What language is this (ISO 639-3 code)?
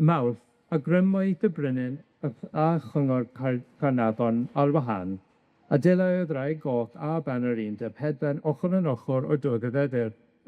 cym